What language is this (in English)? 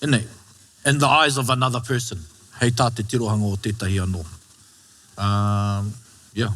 Māori